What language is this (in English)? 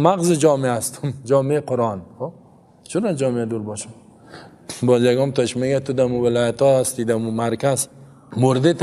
Persian